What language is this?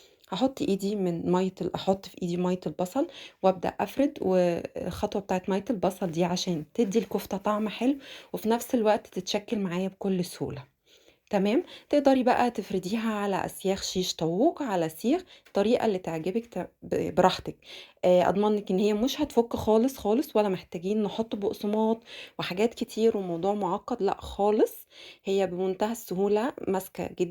Egyptian Arabic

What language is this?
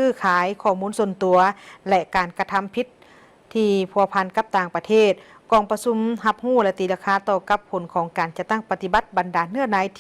Lao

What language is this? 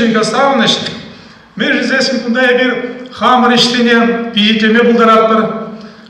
Chuvash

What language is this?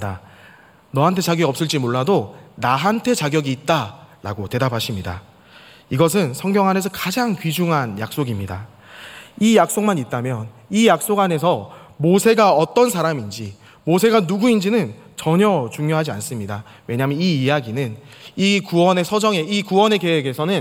Korean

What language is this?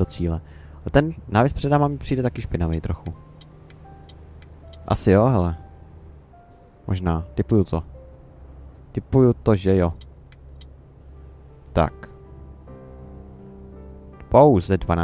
Czech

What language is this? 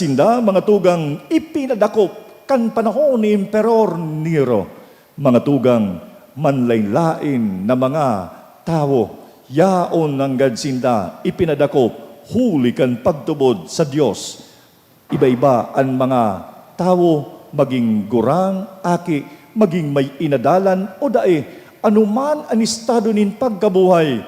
Bikol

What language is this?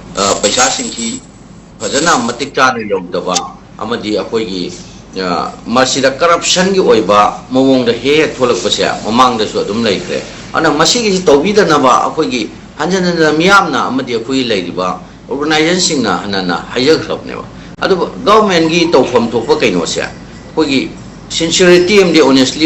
Manipuri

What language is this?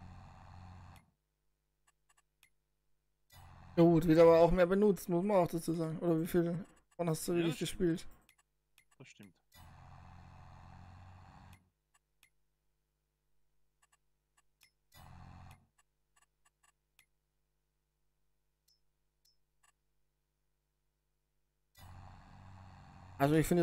German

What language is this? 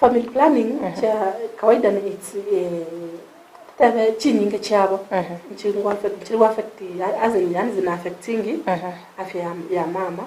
Gusii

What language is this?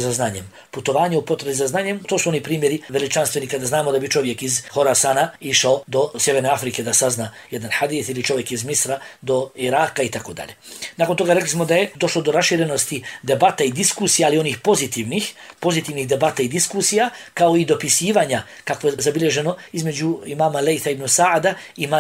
Bosnian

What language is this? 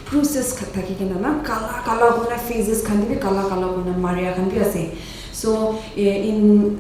Naga Pidgin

